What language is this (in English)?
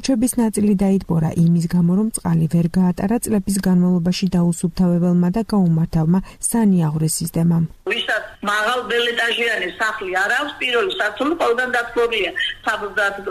Georgian